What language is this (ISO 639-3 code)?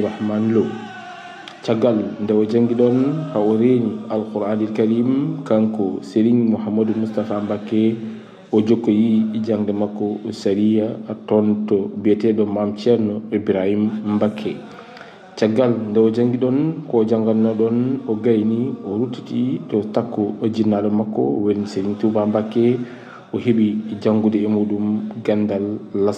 ful